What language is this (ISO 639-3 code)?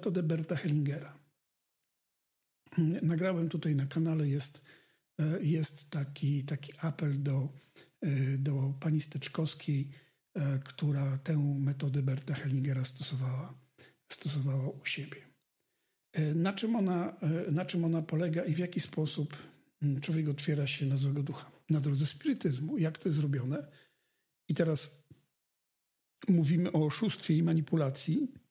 pol